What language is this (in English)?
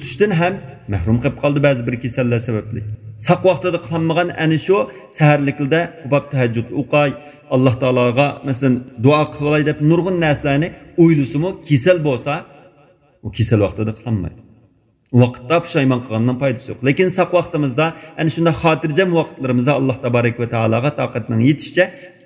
Uyghur